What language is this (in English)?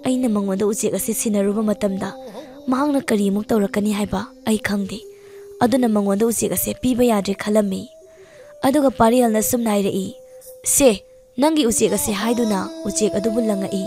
Manipuri